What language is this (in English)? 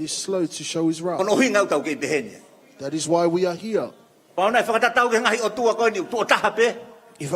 Tongan